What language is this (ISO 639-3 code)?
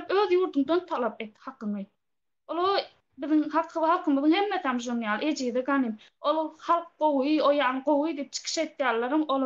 tuk